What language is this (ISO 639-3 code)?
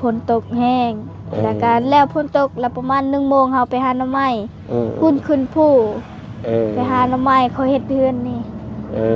lao